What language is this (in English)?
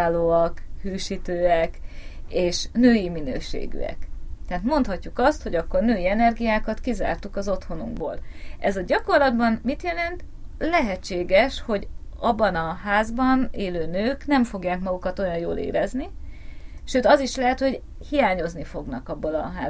Hungarian